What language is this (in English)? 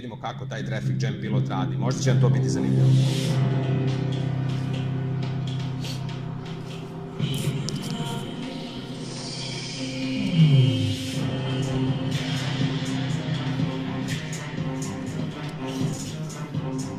Serbian